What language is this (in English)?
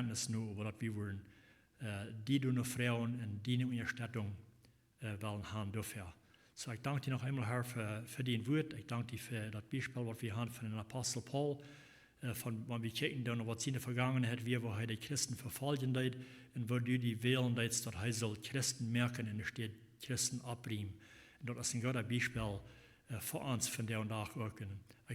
Plautdietsch